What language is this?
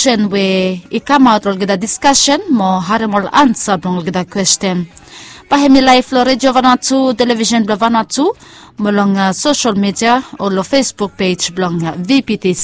Bislama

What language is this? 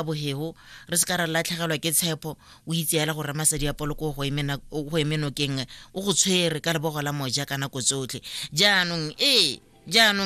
Tswana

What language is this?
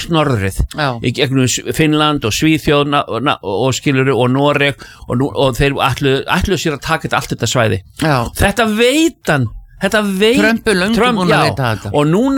Icelandic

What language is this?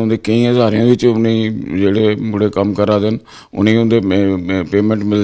Dogri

